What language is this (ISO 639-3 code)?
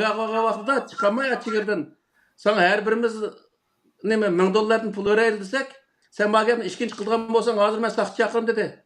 uig